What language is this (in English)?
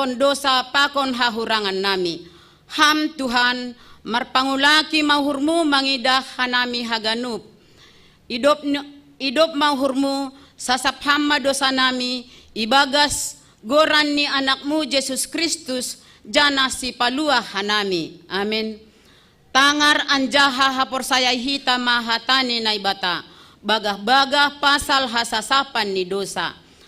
Batak Simalungun